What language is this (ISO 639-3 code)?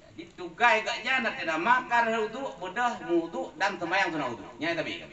ace